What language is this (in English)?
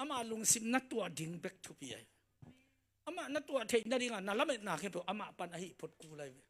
Tedim Chin